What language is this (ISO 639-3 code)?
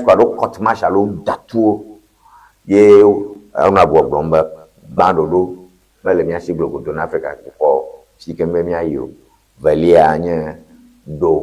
ewe